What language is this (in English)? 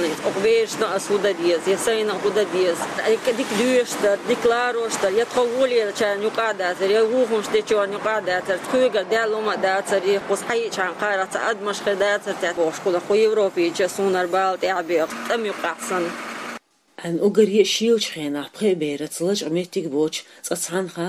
Chechen